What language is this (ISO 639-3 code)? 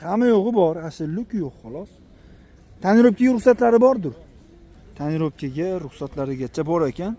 uzb